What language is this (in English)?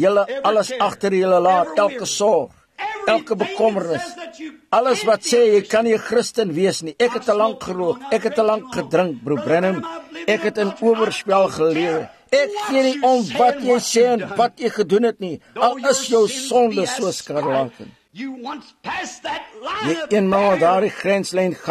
Afrikaans